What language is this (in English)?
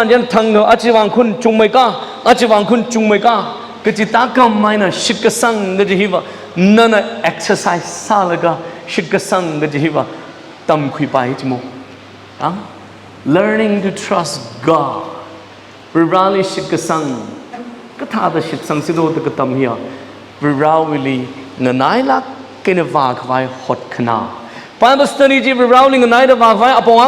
Tangkhul Naga (India)